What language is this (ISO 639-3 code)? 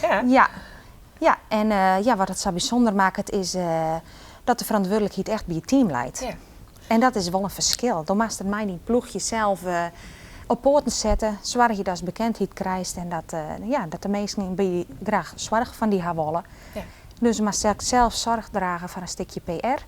fry